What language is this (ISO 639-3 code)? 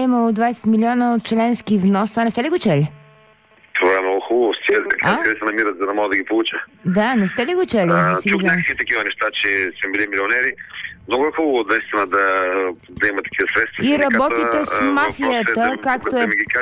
bul